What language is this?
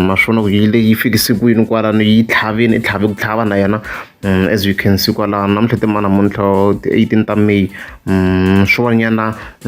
Tsonga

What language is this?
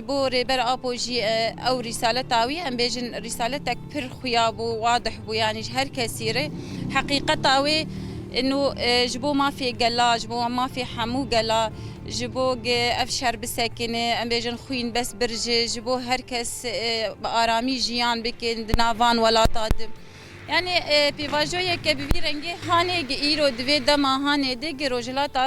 Kurdish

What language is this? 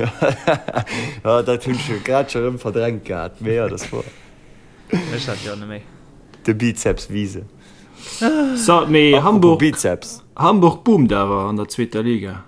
Luxembourgish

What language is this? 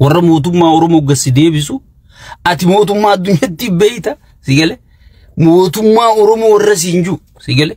Oromo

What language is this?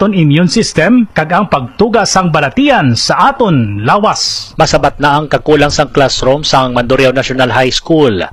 Hiligaynon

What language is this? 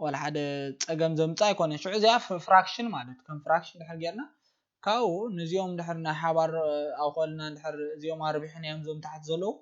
Tigrinya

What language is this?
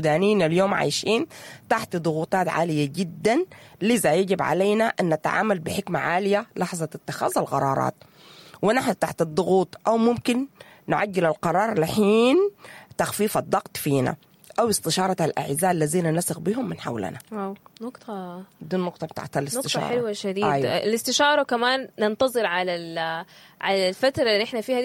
Sudanese Arabic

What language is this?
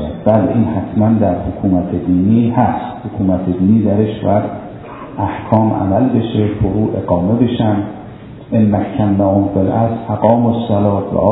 Persian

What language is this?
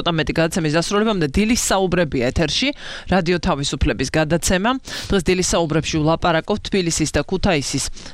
Georgian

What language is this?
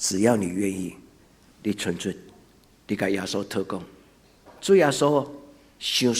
Min Nan Chinese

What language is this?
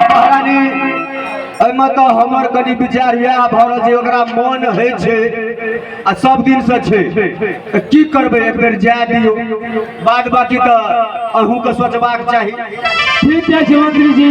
Maithili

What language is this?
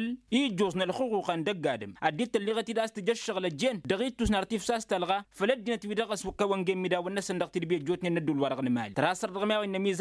Tamasheq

